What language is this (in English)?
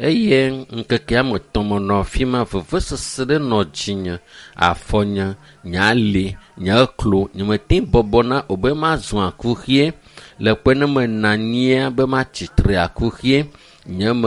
Ewe